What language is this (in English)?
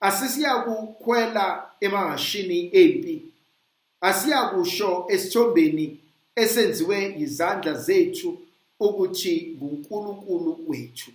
Zulu